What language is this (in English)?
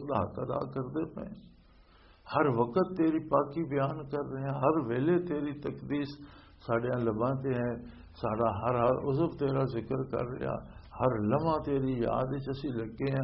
Western Panjabi